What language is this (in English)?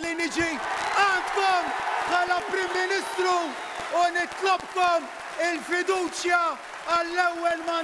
Maltese